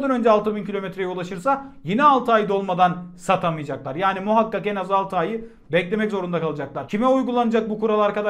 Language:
Turkish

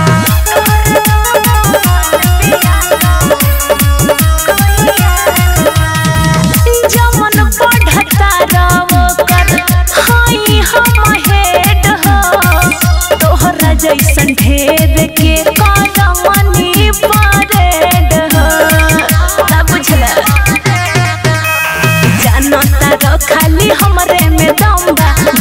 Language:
Bhojpuri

